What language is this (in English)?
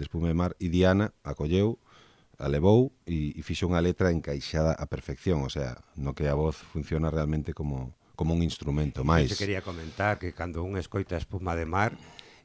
Galician